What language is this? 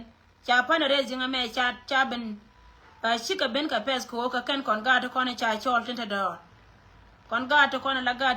Nuer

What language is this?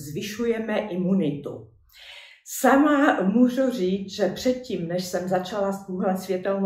Czech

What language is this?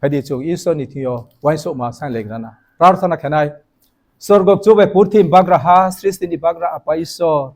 Riang (India)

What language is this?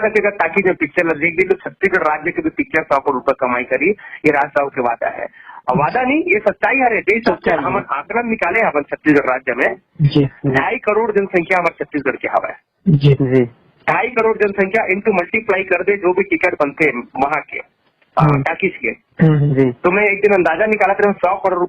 Chhattisgarhi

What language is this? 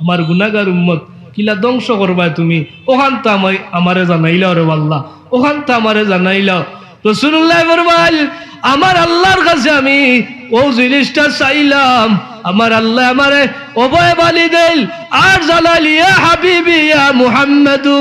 Sylheti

